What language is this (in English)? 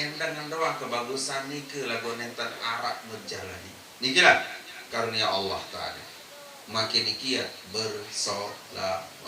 Sasak